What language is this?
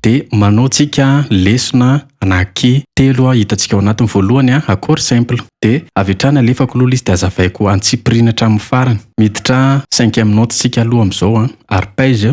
Malagasy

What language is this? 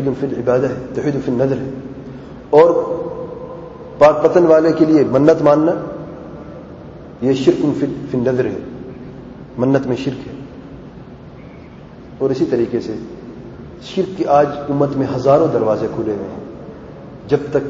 Urdu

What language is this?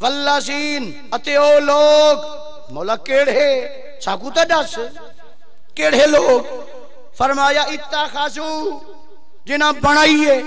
Saraiki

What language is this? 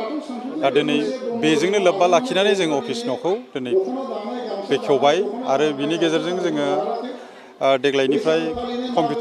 Bodo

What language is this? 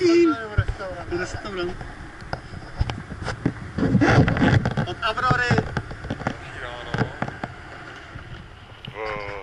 Czech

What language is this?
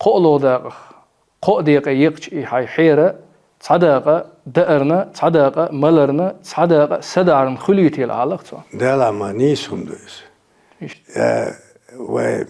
Chechen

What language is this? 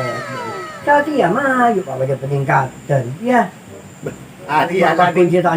Madurese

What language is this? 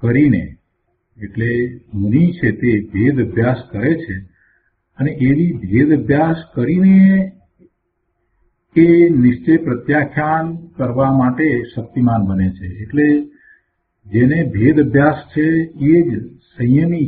Gujarati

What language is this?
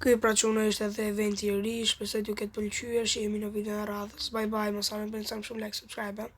Albanian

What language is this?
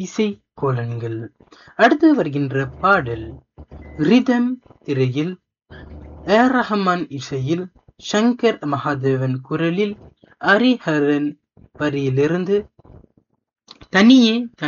Tamil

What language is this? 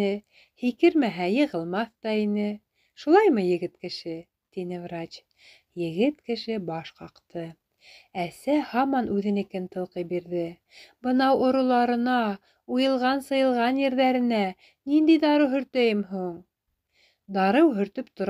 Bashkir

